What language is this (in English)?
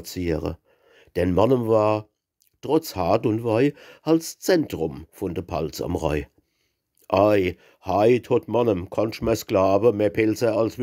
Palatine German